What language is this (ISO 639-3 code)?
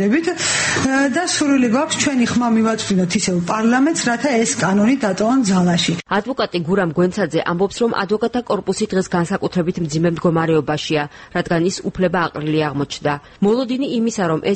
kat